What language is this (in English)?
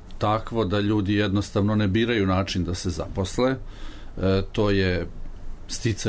Serbian